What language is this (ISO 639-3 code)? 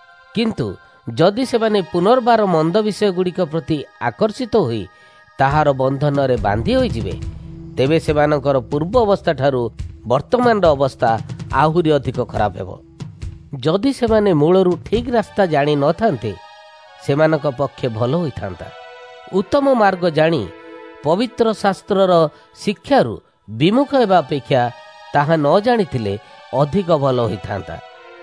ori